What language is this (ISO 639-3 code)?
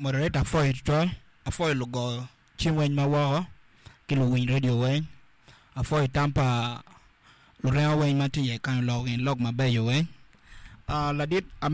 ach